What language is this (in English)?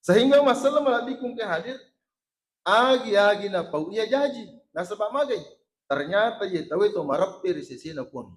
Buginese